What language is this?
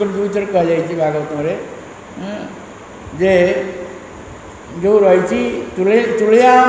Odia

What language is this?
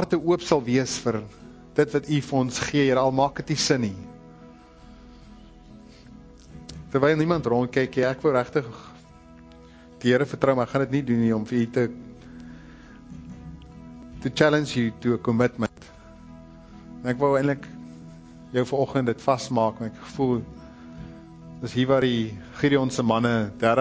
Afrikaans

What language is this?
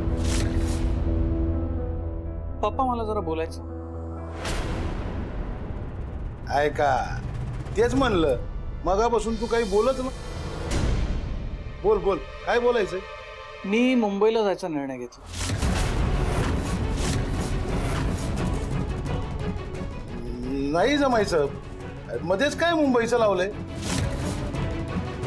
Marathi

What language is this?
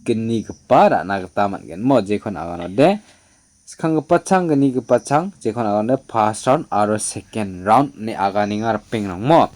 Garo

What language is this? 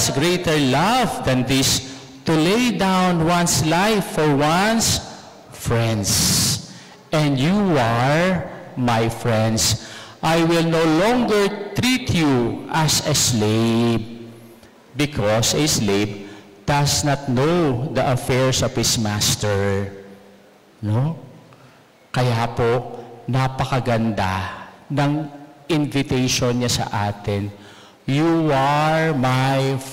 Pampanga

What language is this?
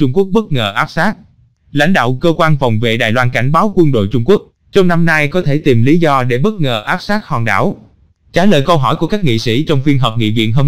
Vietnamese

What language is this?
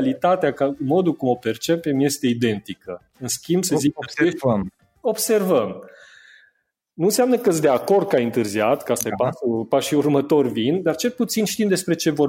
Romanian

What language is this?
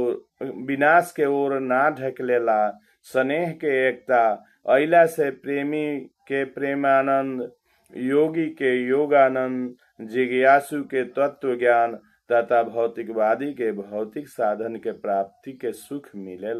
Bhojpuri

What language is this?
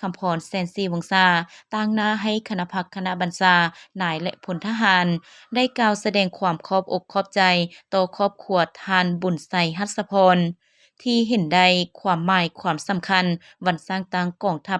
Lao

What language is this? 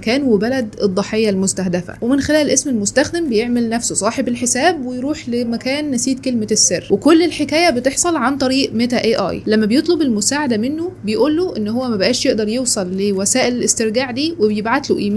Egyptian Arabic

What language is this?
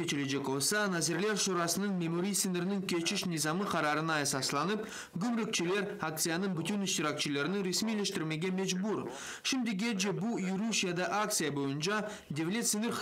Crimean Tatar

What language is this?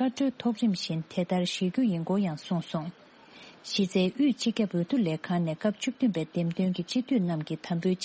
Tibetan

